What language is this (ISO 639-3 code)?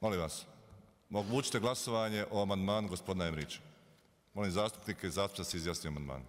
bos